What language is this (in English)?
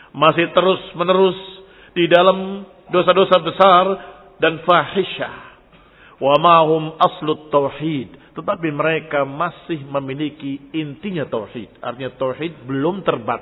Indonesian